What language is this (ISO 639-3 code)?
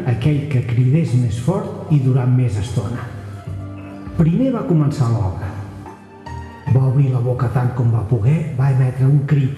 cat